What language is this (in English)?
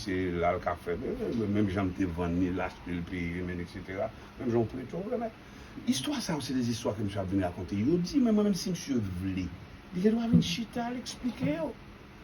Haitian Creole